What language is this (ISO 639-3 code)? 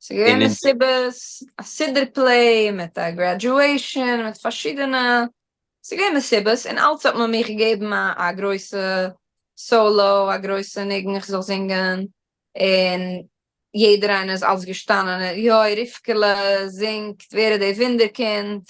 yid